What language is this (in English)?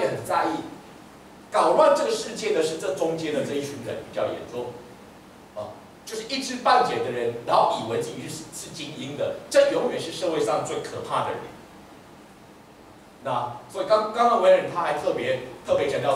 Chinese